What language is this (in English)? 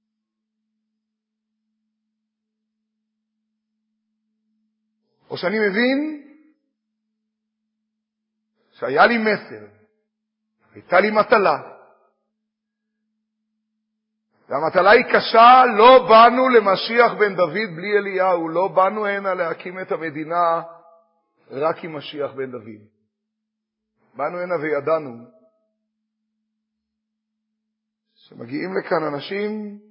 Hebrew